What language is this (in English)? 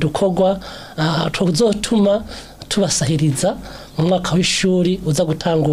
Rundi